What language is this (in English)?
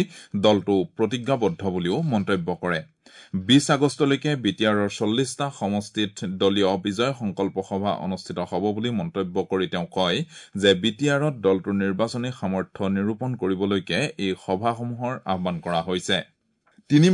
Assamese